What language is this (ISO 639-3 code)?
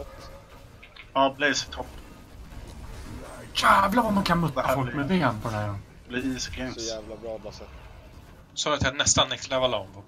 swe